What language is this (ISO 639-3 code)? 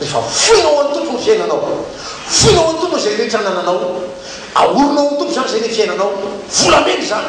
mlg